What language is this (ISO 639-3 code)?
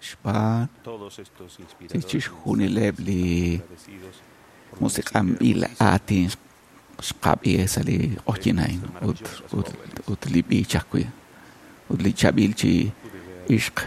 kek